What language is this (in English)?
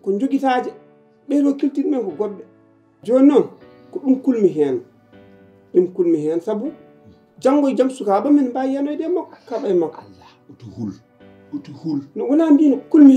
Fula